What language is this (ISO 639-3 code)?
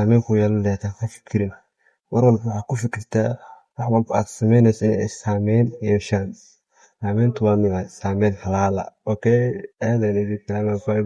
som